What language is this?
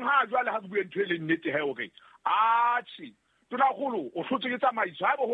Southern Sotho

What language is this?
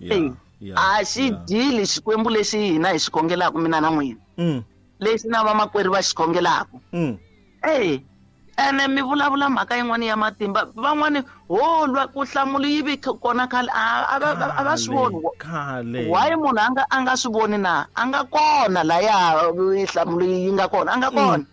Tsonga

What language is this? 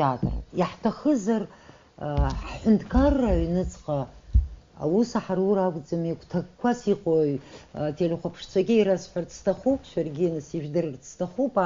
Abkhazian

